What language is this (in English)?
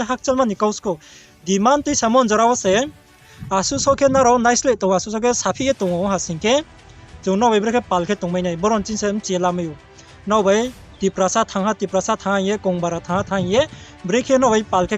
Riang (India)